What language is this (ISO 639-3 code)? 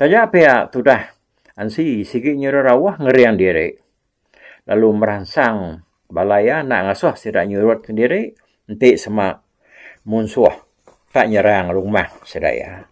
iba